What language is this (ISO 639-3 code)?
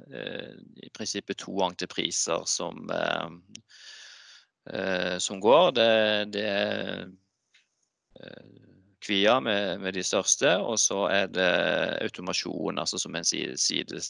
nor